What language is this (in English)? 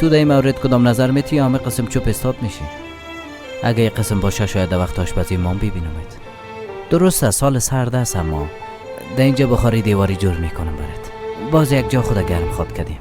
Persian